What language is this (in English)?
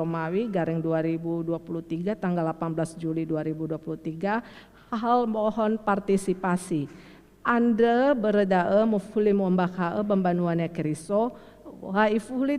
Nias